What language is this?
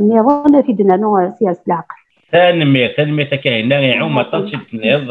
Kabyle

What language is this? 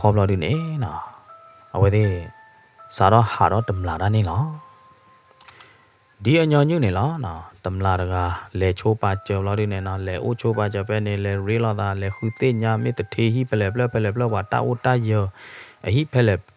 S'gaw Karen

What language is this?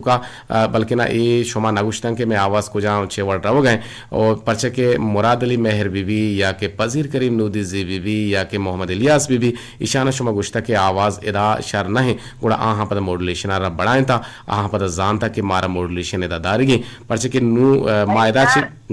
Eastern Balochi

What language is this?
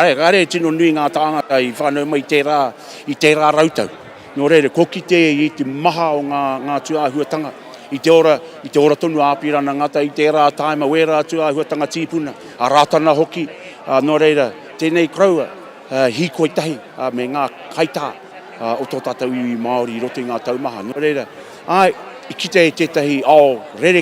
Māori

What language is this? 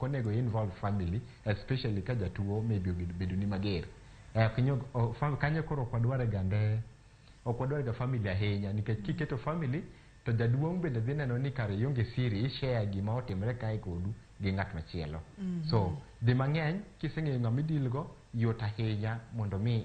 Luo (Kenya and Tanzania)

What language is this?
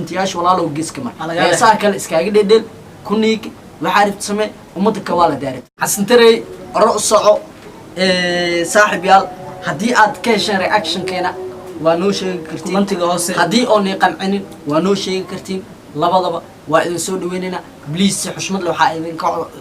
Somali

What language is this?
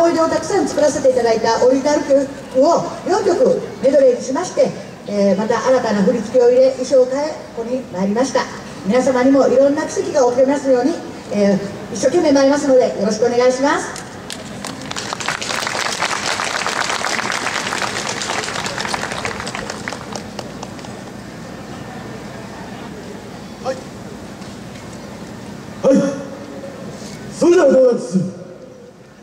Japanese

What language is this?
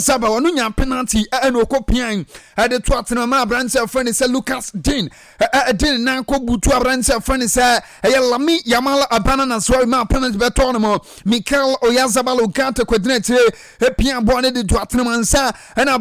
Akan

